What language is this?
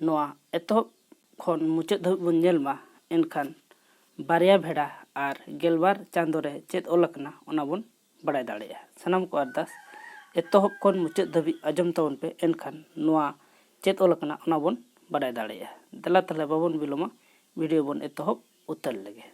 Santali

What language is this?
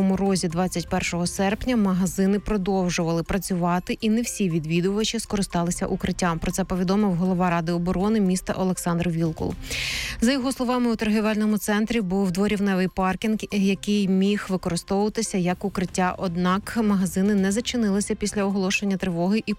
Ukrainian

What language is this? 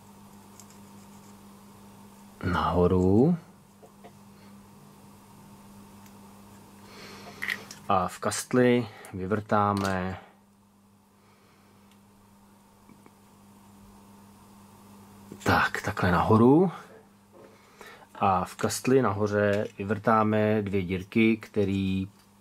Czech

